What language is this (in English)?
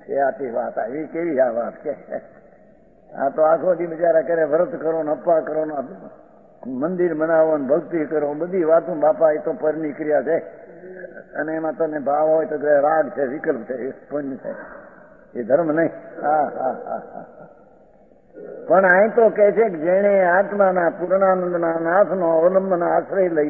Gujarati